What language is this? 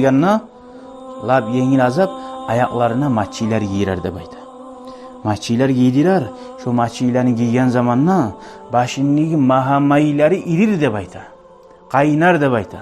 Kumyk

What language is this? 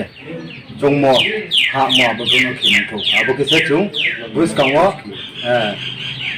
Riang (India)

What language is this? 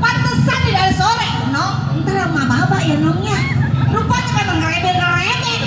Betawi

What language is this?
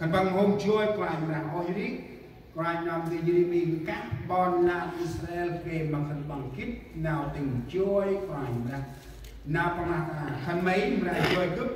Central Mnong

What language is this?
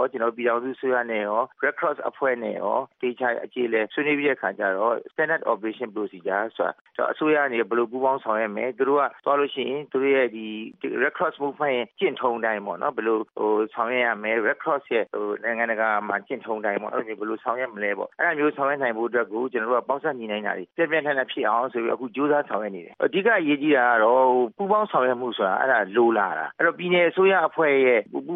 Burmese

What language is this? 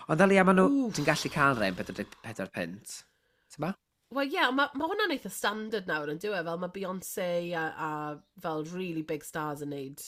Welsh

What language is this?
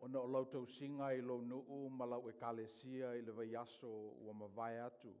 Samoan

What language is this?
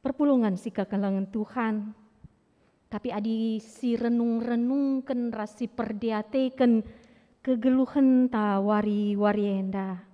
Batak Karo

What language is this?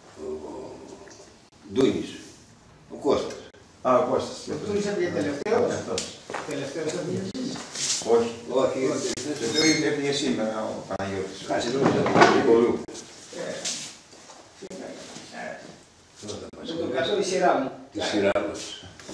Greek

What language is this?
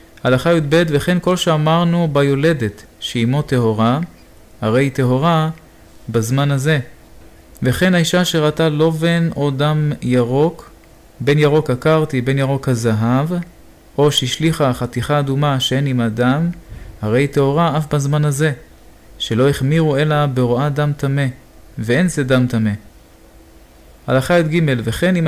Hebrew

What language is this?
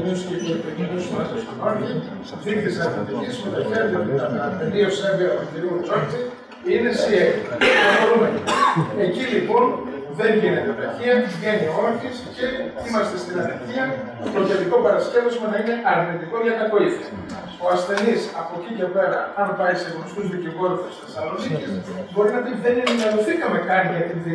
Greek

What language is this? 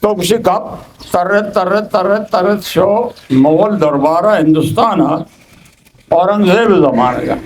Eastern Balochi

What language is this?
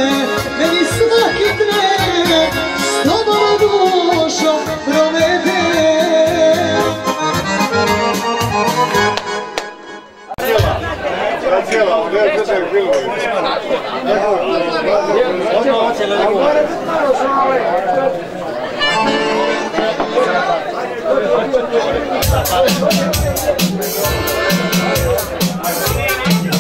Serbian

